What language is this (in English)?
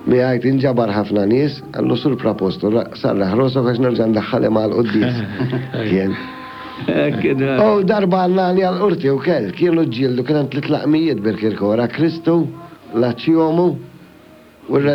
Maltese